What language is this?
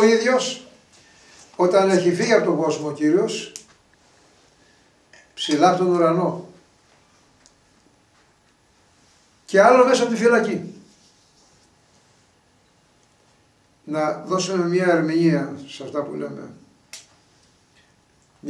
Greek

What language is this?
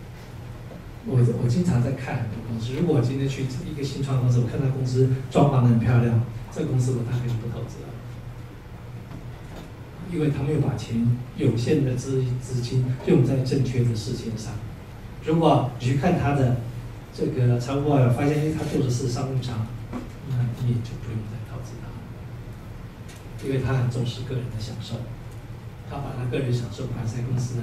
Chinese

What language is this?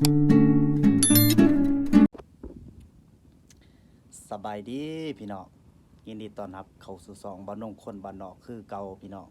Northeastern Thai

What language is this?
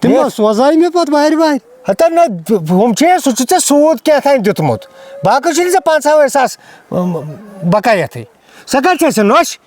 Kashmiri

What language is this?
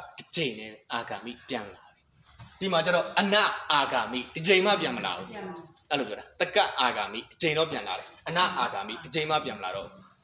Burmese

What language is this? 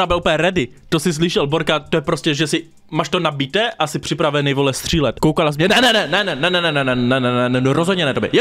Czech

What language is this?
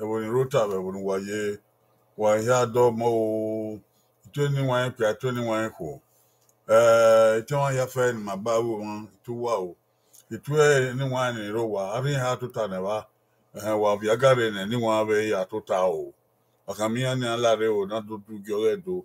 Bini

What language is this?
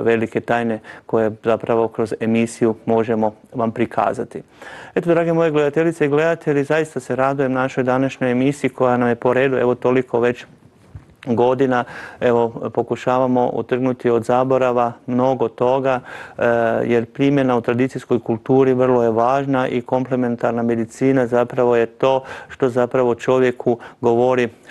Croatian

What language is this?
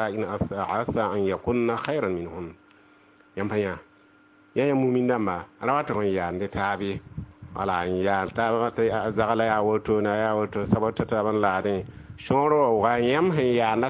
Mossi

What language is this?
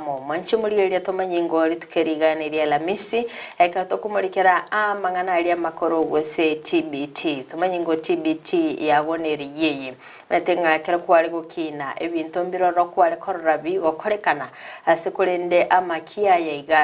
Gusii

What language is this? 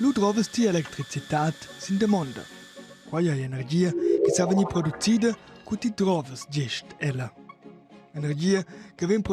Romansh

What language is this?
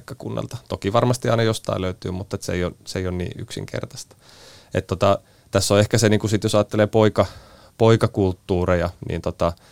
Finnish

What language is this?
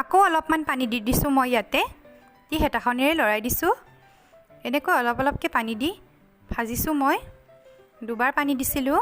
Assamese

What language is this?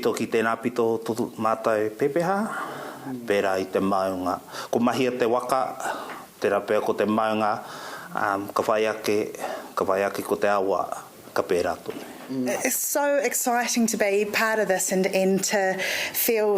Māori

